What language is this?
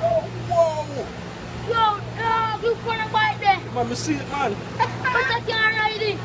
Jamaican Creole English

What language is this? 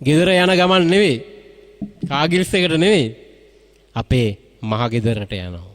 Sinhala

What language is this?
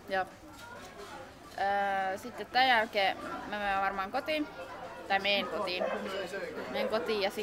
Finnish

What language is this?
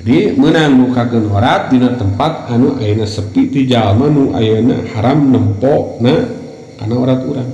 Sundanese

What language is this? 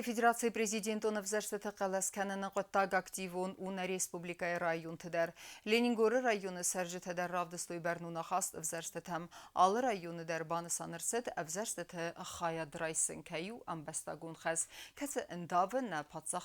Ossetic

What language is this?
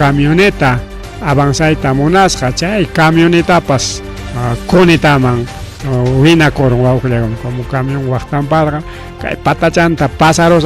Ayacucho Quechua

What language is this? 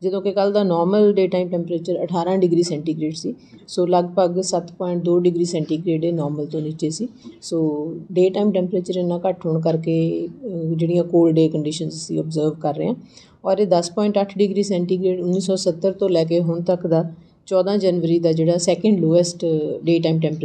Punjabi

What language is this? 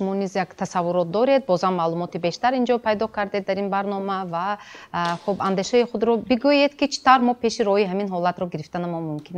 Tajik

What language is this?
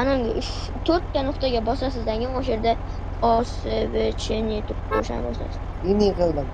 Uzbek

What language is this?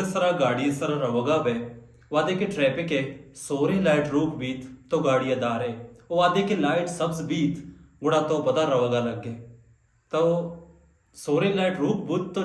Baluchi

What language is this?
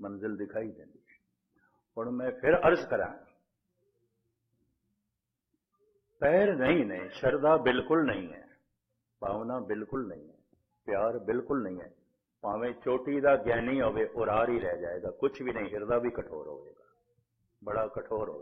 Punjabi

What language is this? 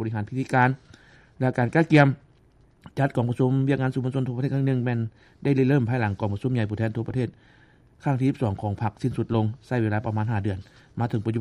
Lao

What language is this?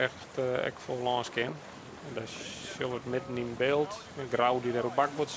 Western Frisian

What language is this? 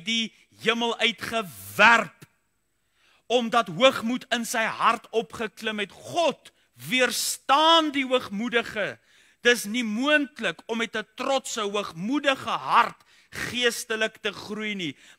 Afrikaans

